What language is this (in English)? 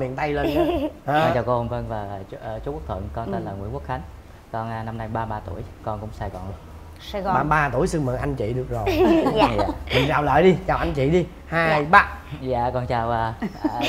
Vietnamese